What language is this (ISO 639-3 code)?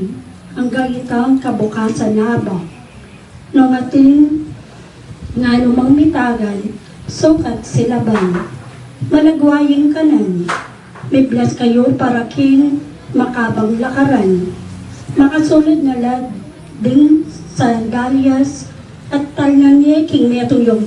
pam